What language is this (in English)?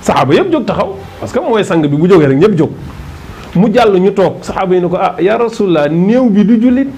Wolof